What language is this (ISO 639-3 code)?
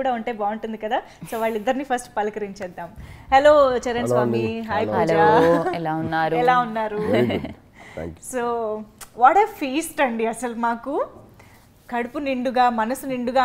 tel